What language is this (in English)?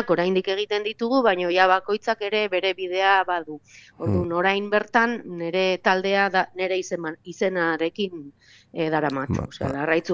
Basque